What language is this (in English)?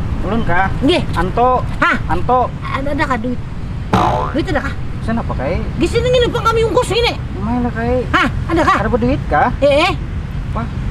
Banjar